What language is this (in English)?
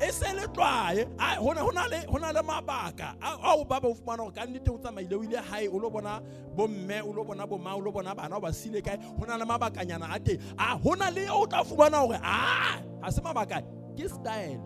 Southern Sotho